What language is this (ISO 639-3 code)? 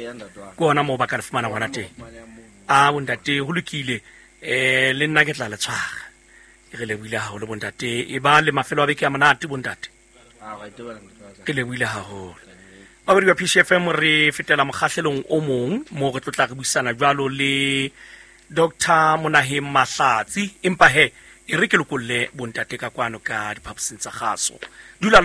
sot